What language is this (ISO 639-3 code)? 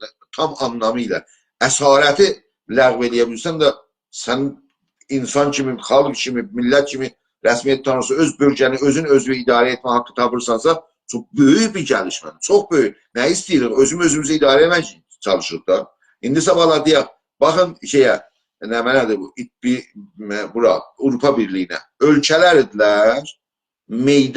azb